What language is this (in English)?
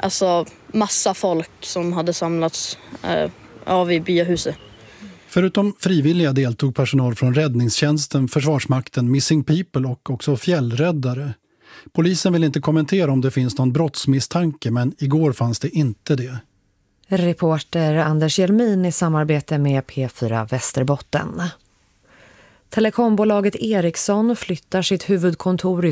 Swedish